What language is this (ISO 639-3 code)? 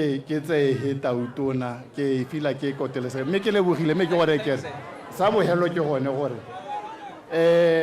tsn